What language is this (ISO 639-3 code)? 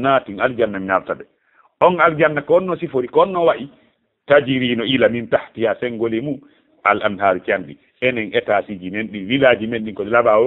ful